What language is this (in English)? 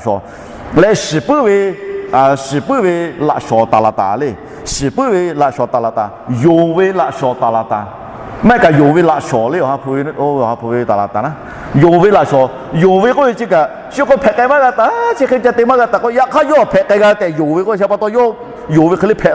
Lahu